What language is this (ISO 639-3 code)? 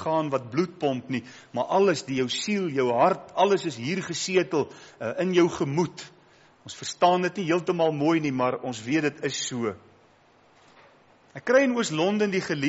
afr